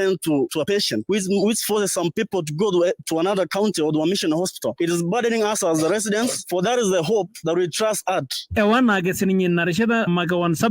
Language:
Masai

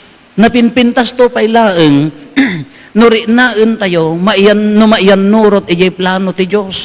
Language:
Iloko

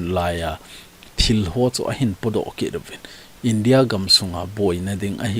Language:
Thado Chin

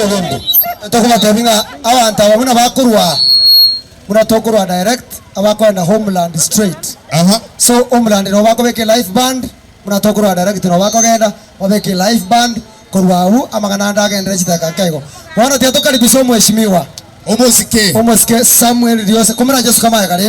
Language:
Gusii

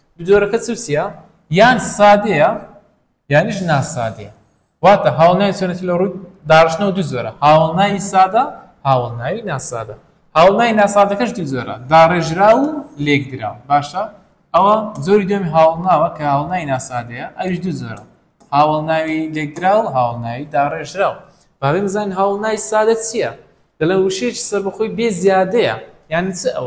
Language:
Central Kurdish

